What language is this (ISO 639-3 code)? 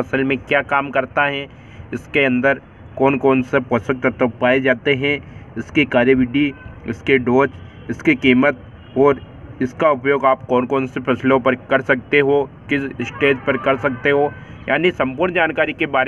hin